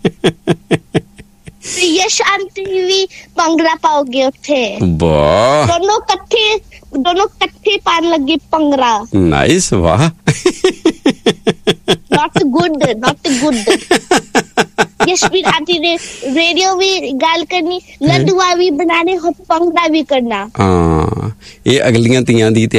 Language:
Punjabi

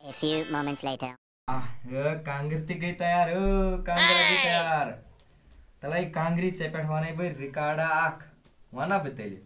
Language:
Kashmiri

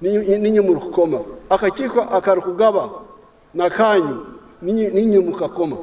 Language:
Nyankole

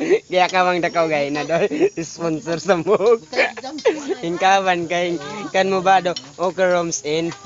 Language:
Cebuano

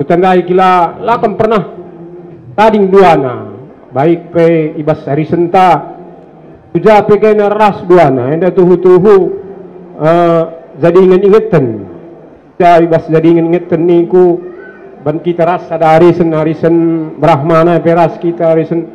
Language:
Batak Karo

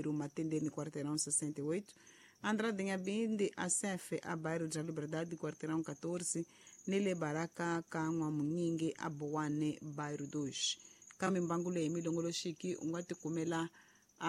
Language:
Tsonga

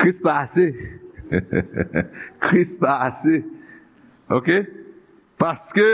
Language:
Haitian Creole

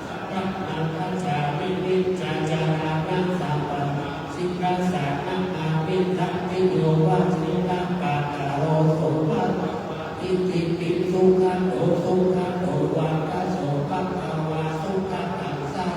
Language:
Pali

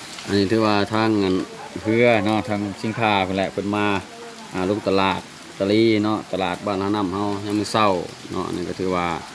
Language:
Lao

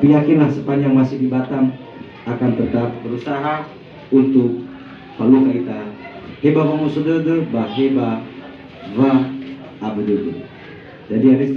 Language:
Nias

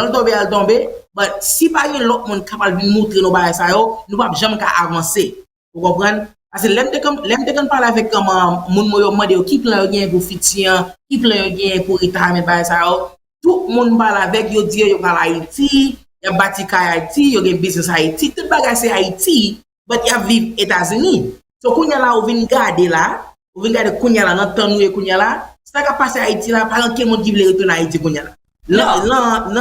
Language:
Haitian Creole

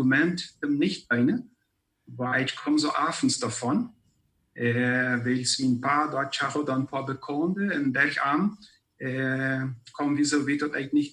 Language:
Plautdietsch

